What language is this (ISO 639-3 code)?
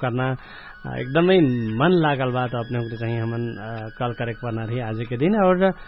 thl